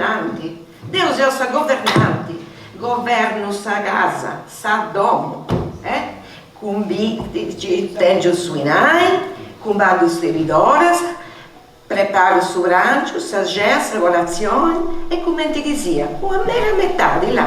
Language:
Sardinian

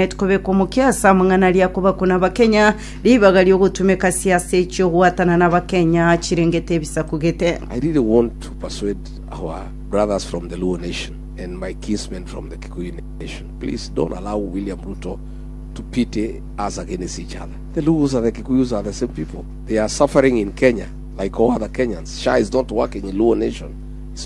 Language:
Gusii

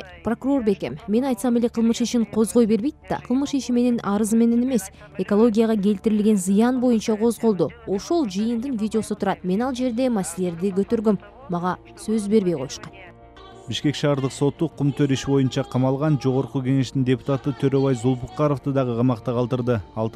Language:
Kyrgyz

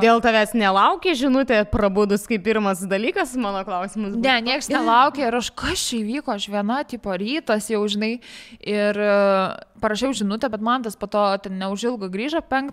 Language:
Lithuanian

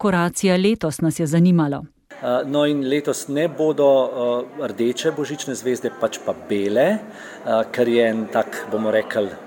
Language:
Slovenian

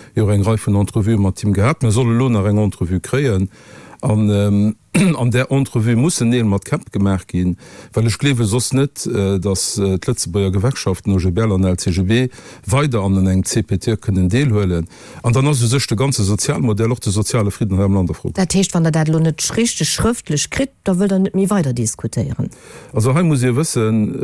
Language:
Luxembourgish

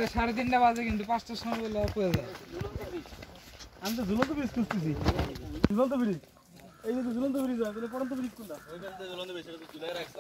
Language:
Bangla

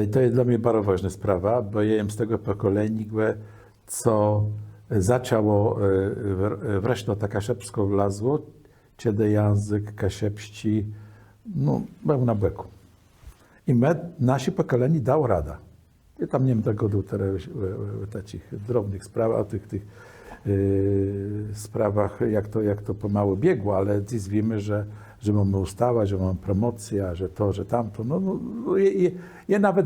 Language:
Kashubian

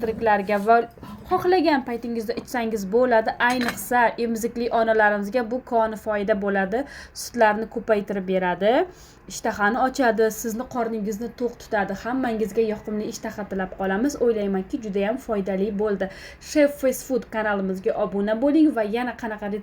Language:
Uzbek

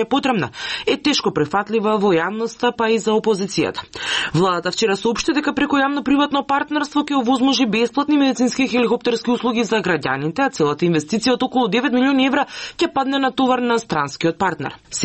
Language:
Macedonian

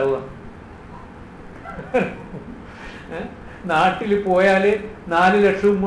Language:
Malayalam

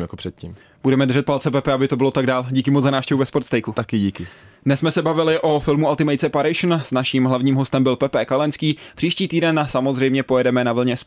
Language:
Czech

